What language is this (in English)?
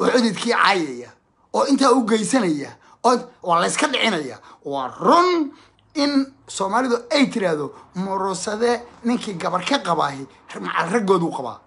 Somali